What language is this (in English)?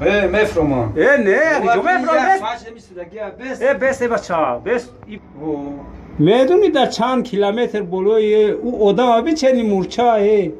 Tajik